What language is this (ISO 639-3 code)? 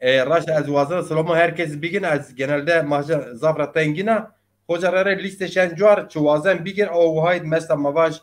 zza